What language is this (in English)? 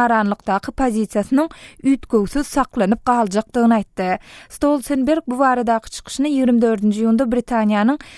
Turkmen